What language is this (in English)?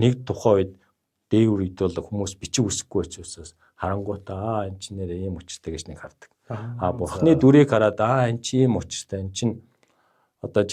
Mongolian